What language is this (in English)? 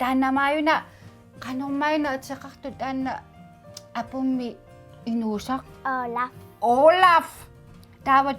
Kalaallisut